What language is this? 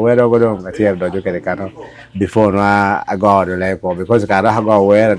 Acoli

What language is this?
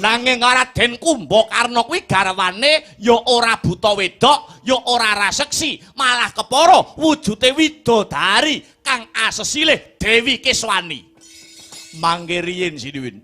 Javanese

